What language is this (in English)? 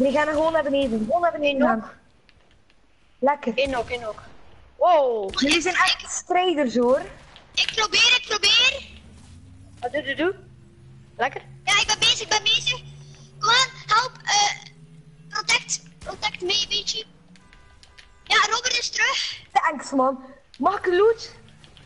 Dutch